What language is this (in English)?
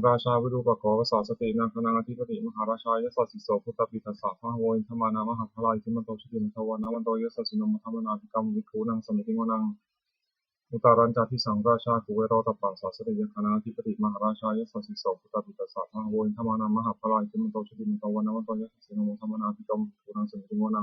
Pali